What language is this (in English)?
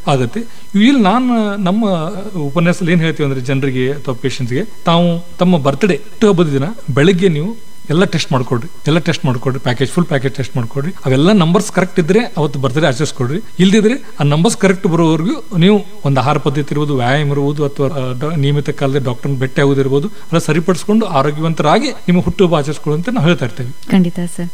Kannada